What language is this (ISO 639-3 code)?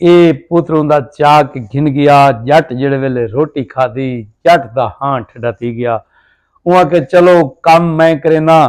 skr